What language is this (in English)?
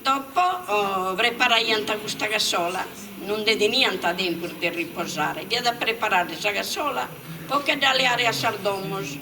Sardinian